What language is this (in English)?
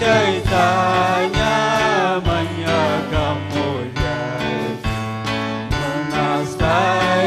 Ayacucho Quechua